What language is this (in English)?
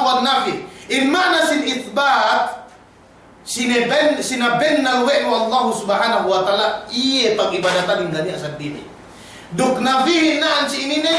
Yakan